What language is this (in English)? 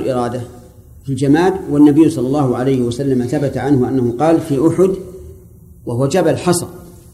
Arabic